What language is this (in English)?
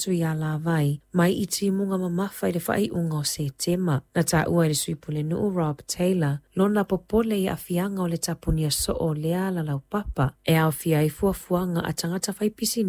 Samoan